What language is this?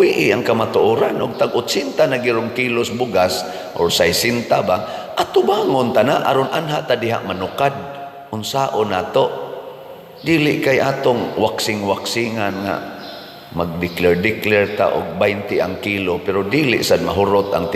Cebuano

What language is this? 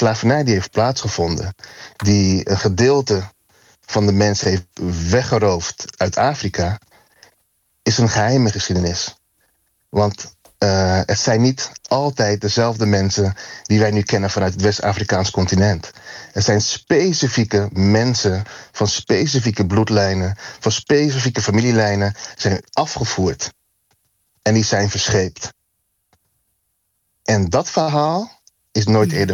Dutch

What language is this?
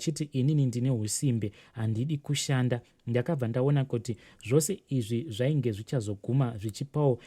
Shona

